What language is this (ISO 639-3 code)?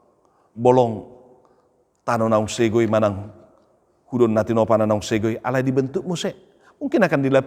bbc